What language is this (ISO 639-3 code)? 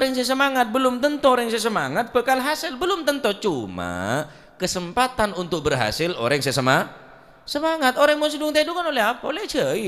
mad